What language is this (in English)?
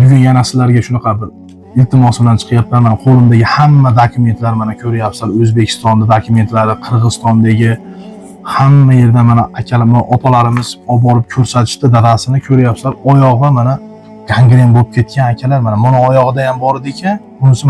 Uzbek